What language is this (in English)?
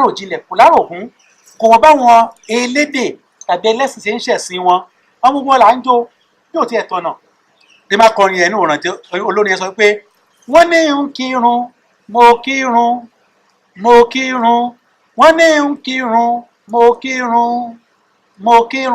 Yoruba